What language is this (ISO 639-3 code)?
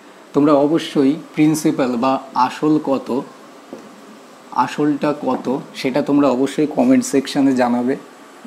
ben